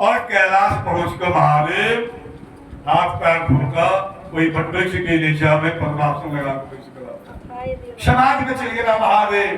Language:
Maithili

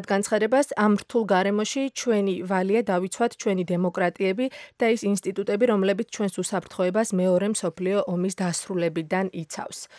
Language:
Georgian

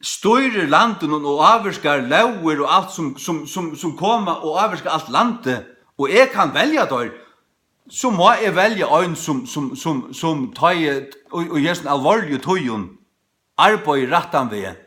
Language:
Faroese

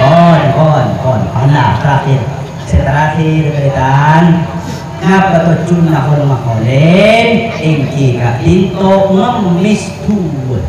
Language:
Madurese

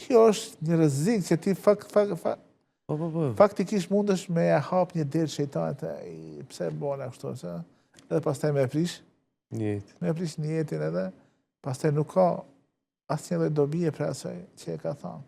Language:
Albanian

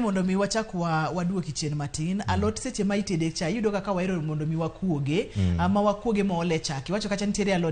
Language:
Luo (Kenya and Tanzania)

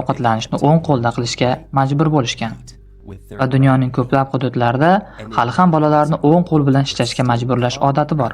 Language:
Uzbek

